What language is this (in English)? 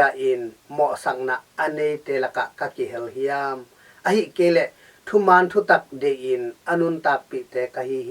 Tedim Chin